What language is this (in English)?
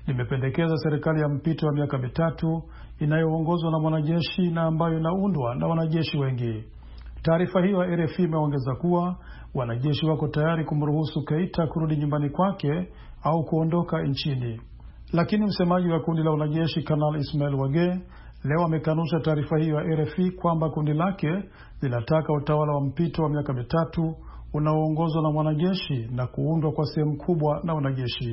Swahili